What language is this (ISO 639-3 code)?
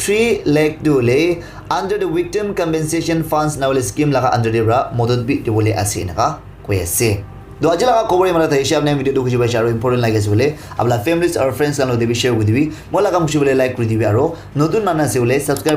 nag